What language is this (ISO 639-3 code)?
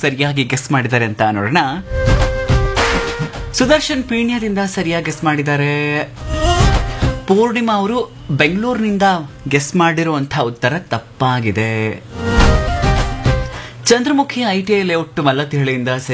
kan